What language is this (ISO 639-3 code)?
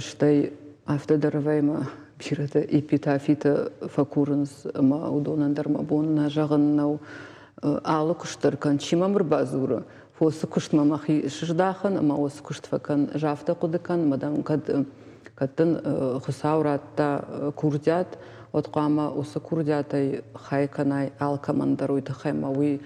oss